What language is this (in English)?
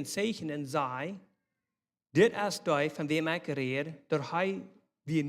Plautdietsch